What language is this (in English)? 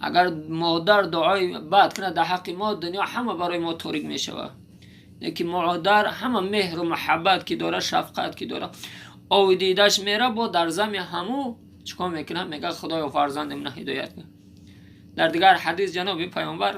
Tajik